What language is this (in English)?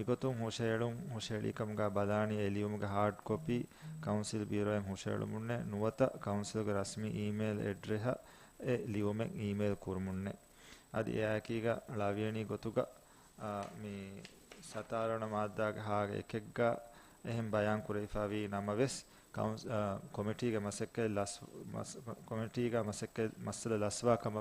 Divehi